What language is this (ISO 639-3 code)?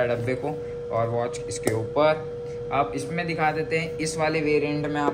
hin